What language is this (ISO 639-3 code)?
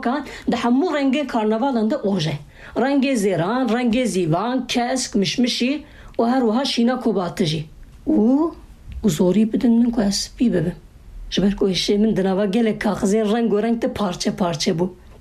kur